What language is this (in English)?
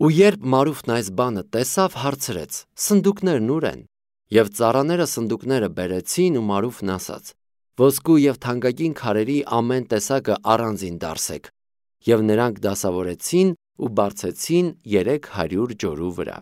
Armenian